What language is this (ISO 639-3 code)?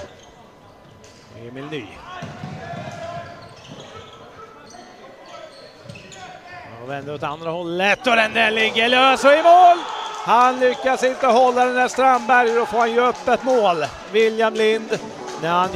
swe